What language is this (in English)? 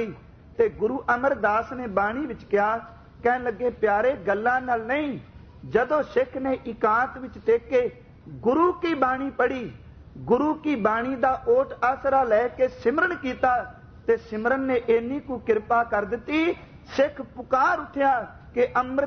Punjabi